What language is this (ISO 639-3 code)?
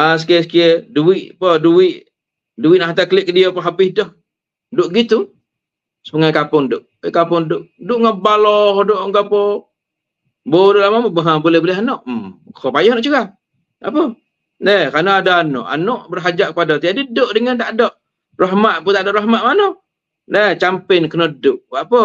msa